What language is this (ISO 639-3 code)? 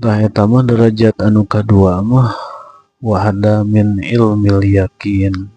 sun